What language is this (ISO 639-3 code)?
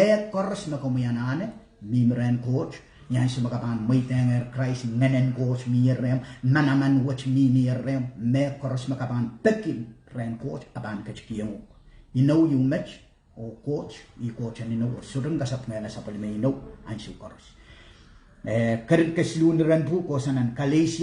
pon